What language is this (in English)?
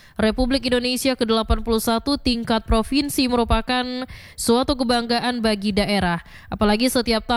Indonesian